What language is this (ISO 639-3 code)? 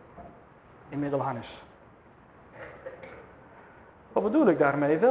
nld